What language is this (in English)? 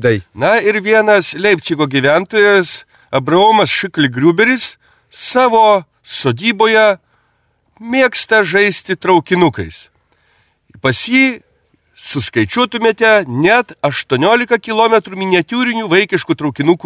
Lithuanian